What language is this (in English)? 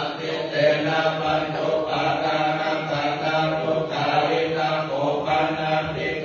Pali